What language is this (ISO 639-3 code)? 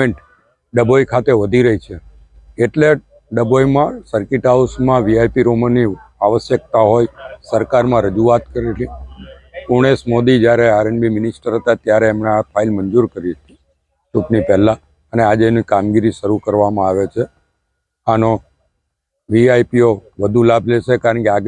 guj